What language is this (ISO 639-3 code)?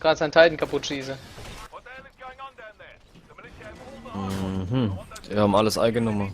pfl